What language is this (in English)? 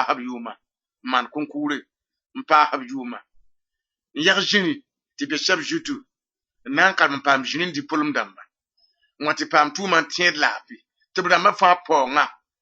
Mossi